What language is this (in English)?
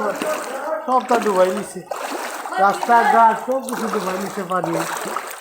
Sylheti